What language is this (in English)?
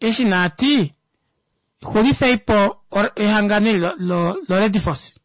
Kuanyama